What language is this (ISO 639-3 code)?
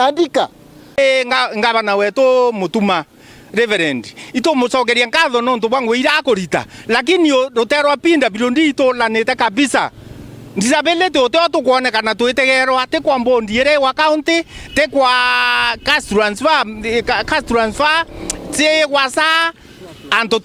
mer